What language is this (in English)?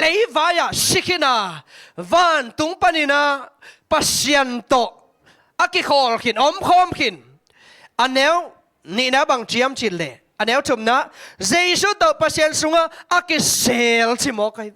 Tedim Chin